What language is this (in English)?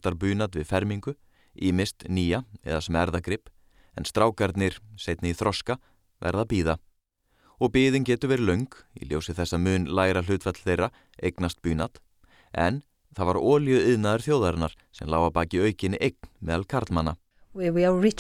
Icelandic